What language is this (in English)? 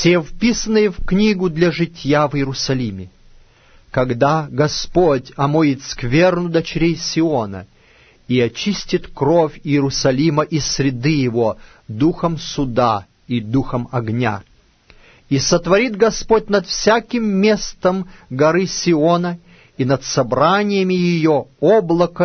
Russian